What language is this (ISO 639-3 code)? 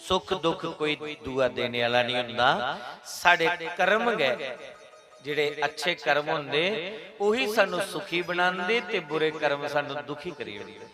doi